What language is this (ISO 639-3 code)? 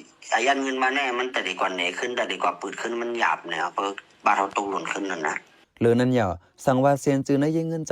shn